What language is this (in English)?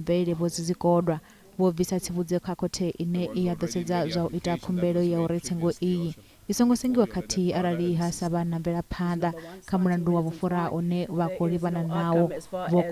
Venda